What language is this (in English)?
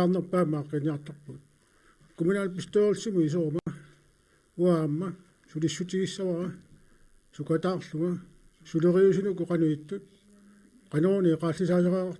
Kalaallisut